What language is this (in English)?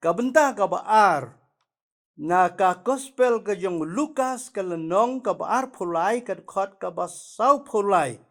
Khasi